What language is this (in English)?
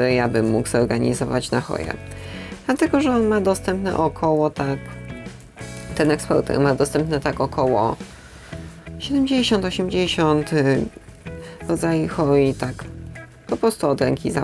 Polish